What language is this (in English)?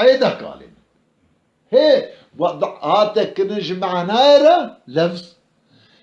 Kurdish